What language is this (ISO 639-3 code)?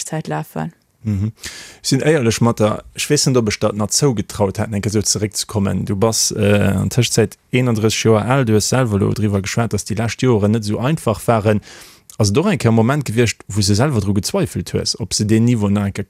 ltz